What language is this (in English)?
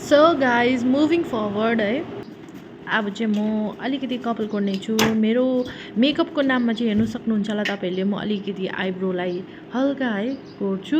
Nepali